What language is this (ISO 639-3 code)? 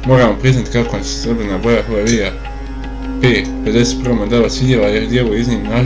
bos